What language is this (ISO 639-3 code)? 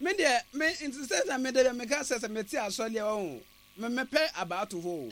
aka